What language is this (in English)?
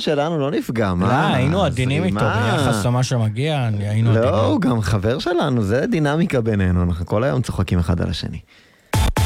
Hebrew